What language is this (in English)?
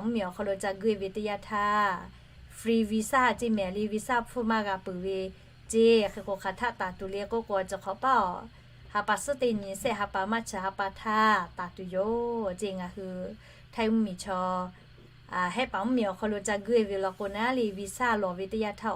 Lahu